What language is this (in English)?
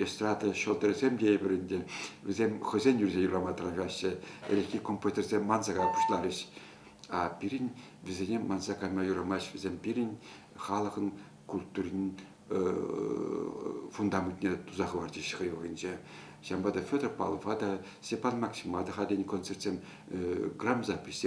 Chuvash